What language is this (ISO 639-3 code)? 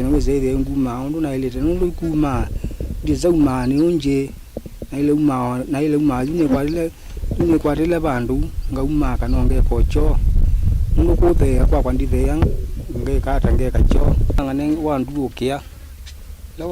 kam